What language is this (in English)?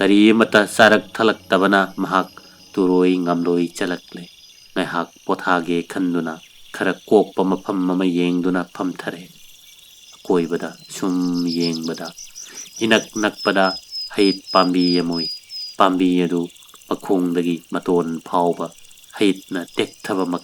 Manipuri